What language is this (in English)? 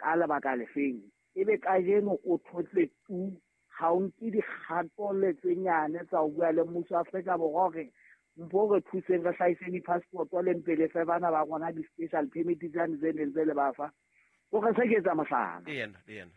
Southern Sotho